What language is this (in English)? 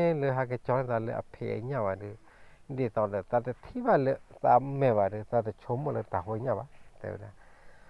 S'gaw Karen